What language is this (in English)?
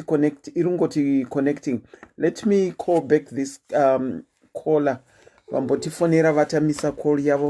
Shona